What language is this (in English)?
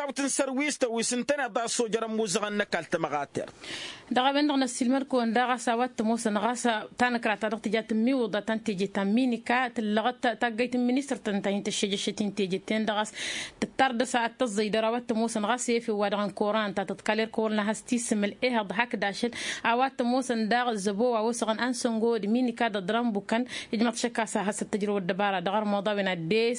Tamasheq